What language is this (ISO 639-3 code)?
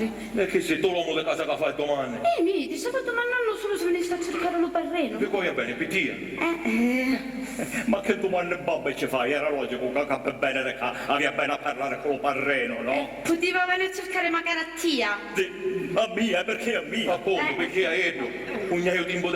scn